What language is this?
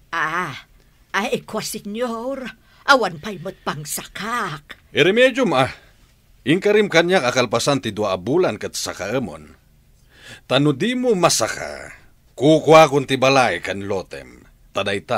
Iloko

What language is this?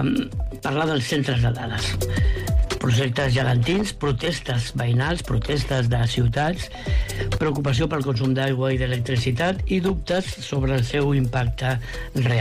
Catalan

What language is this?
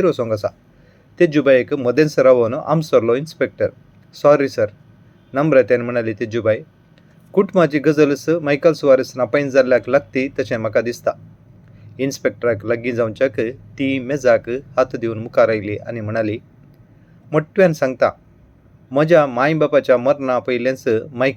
Konkani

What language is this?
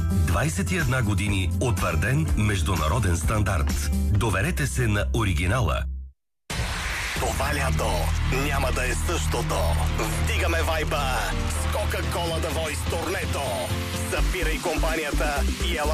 Bulgarian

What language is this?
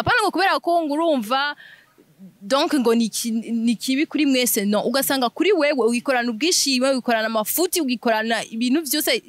Rundi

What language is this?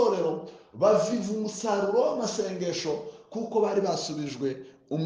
Kinyarwanda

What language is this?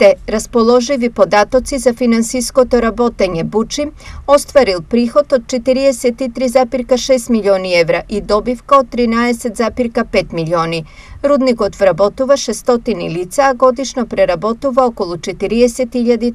Macedonian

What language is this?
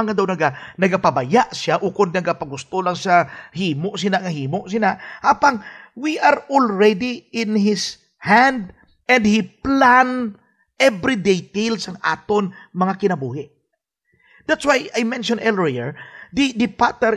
Hiligaynon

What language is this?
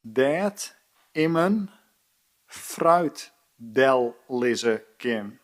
Western Frisian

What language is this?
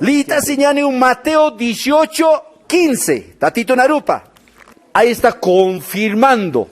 Aymara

